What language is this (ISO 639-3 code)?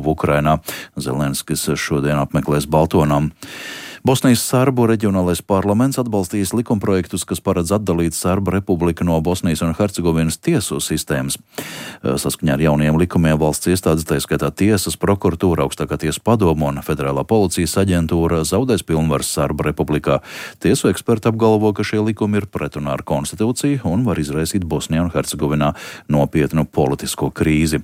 lav